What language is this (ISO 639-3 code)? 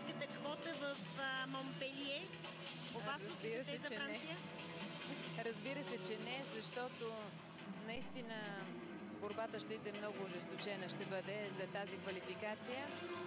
bul